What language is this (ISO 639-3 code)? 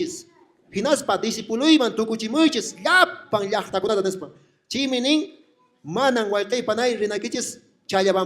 que